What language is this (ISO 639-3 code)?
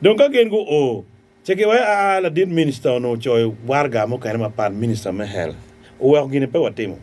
ach